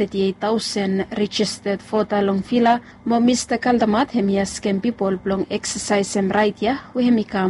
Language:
Bislama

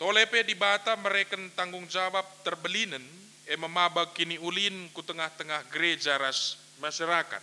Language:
Batak Karo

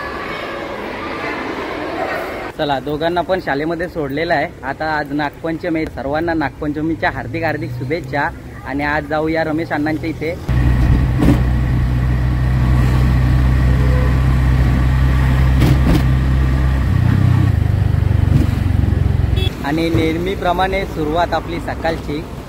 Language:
Marathi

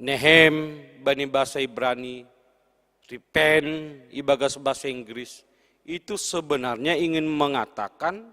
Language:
Batak Simalungun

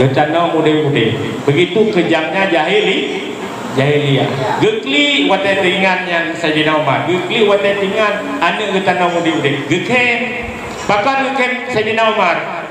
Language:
Achinese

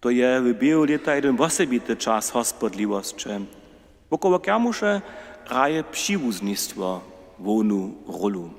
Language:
Upper Sorbian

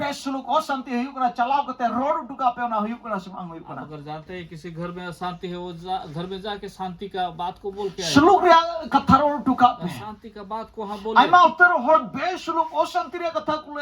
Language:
Santali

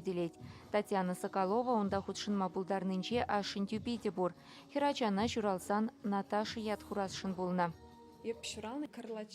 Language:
Chuvash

